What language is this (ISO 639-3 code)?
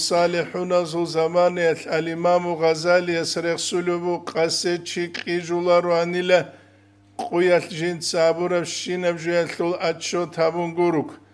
ava